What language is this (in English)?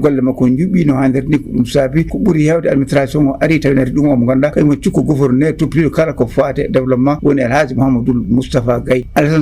Fula